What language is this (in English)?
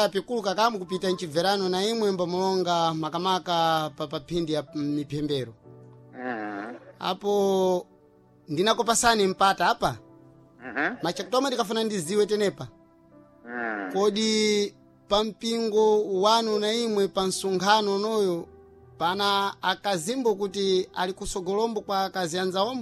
Sena